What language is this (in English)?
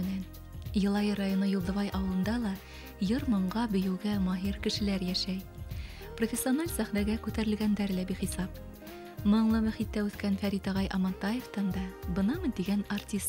Bashkir